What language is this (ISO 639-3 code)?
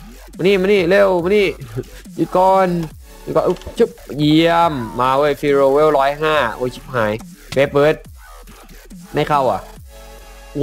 tha